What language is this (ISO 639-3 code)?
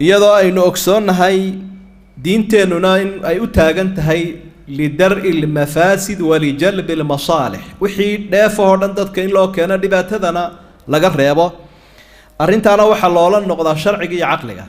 som